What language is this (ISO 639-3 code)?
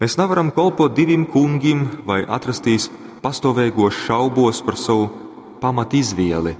ltg